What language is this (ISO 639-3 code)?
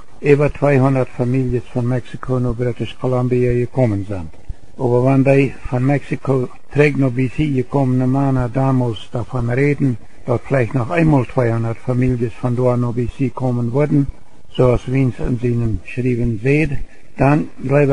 pdt